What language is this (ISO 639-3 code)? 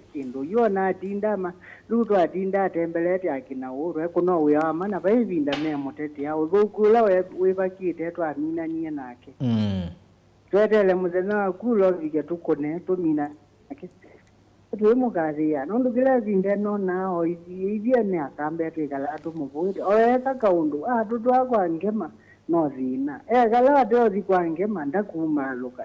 kam